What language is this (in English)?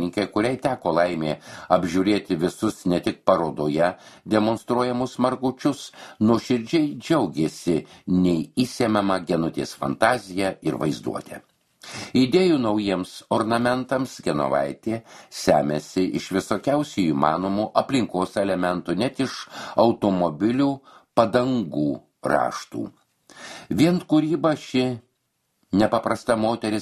Lithuanian